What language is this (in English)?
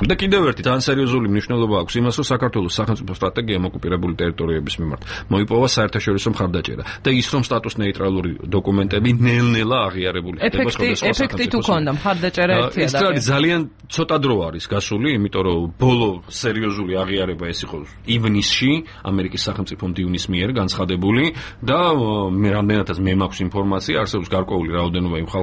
Georgian